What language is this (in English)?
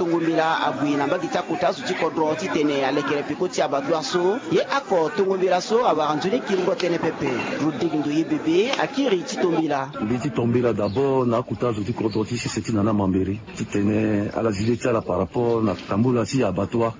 Sango